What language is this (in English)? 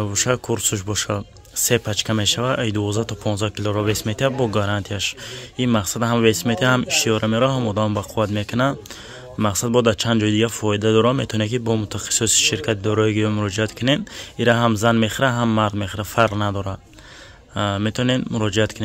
Tajik